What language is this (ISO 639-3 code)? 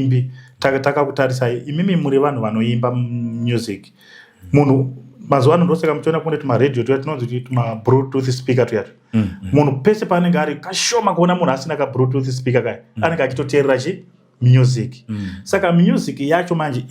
sna